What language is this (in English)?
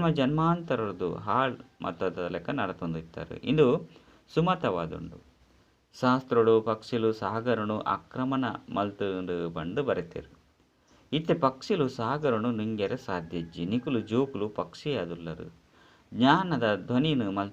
Tulu